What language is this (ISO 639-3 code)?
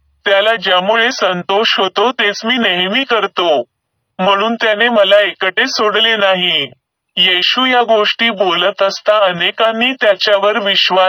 mar